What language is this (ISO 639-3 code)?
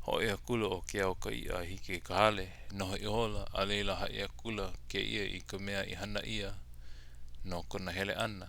haw